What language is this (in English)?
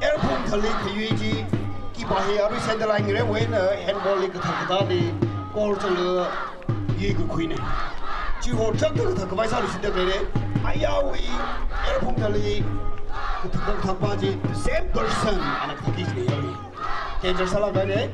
Tangkhul Naga (India)